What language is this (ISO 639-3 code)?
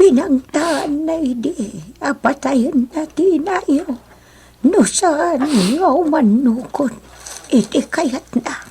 ilo